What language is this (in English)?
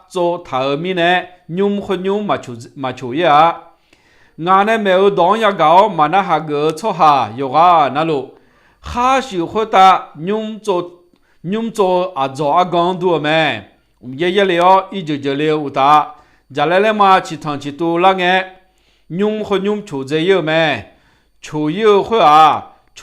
Akha